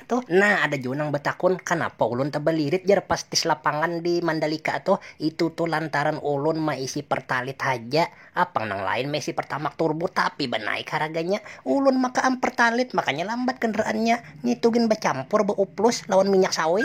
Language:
Banjar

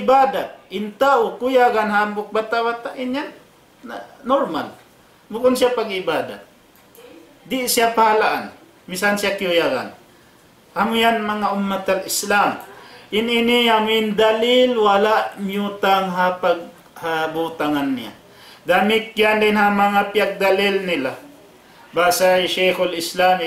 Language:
Tausug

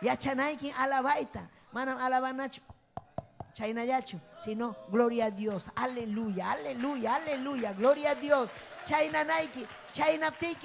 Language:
Ayacucho Quechua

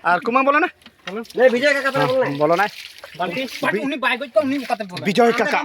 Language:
Santali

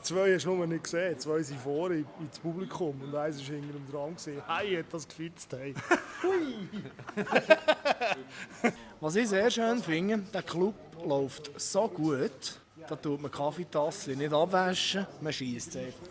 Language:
Swiss German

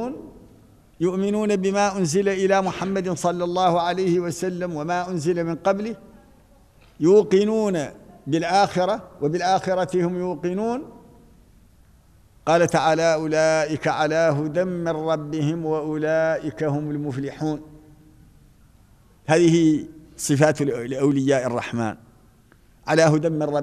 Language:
Arabic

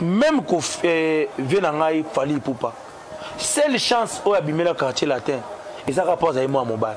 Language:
Lingala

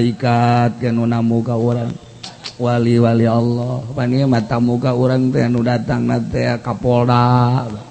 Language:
Sundanese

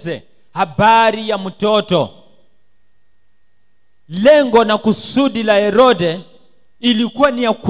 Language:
Swahili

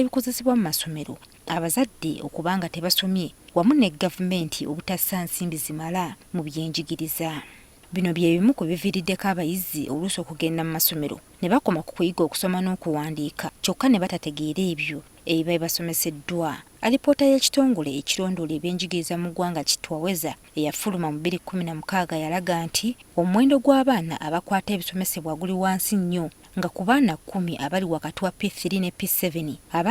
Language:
Ganda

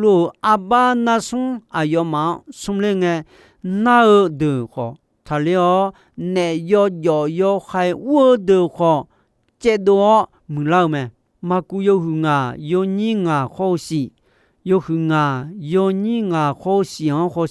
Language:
Akha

